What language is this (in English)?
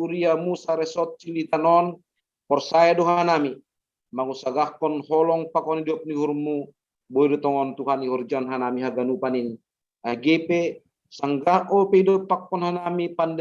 Batak Simalungun